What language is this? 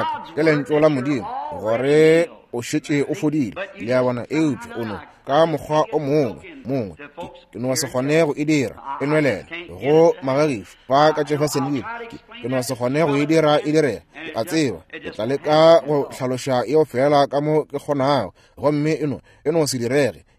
Northern Sotho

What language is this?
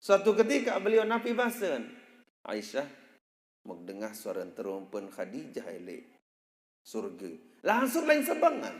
Sasak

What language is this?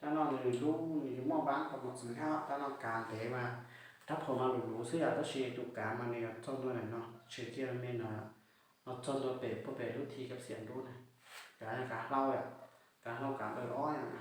Hmong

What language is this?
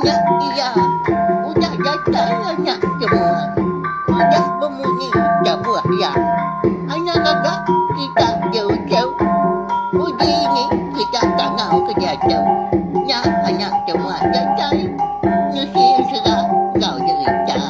Iban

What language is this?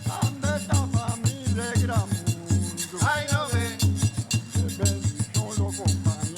Papiamento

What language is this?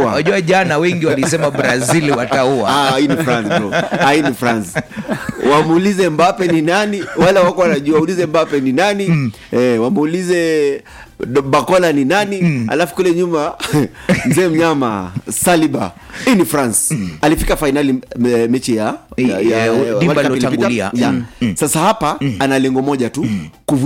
Swahili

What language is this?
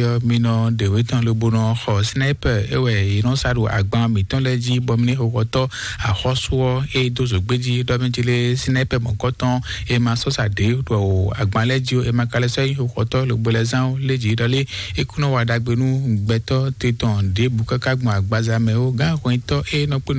Fon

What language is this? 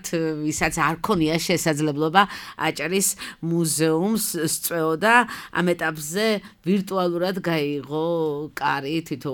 Georgian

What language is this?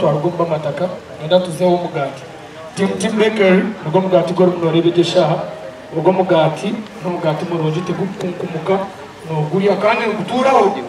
Nyankole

